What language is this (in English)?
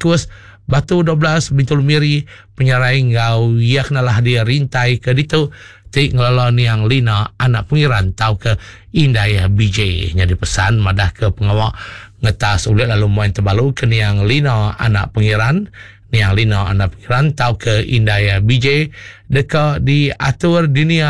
Iban